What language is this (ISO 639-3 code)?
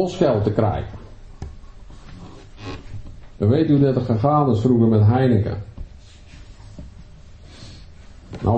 nld